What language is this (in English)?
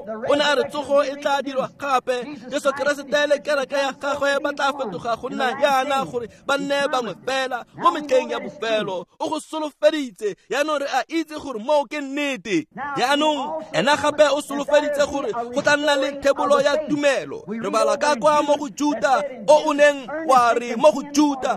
Tswana